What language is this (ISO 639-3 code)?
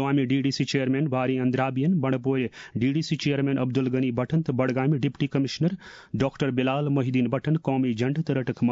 kas